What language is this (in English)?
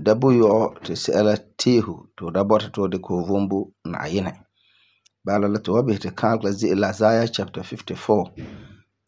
Frafra